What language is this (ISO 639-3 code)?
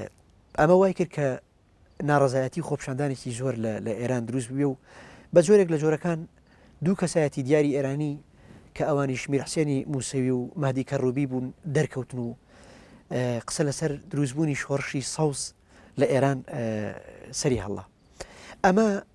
ckb